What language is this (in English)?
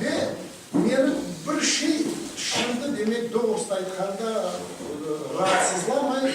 Crimean Tatar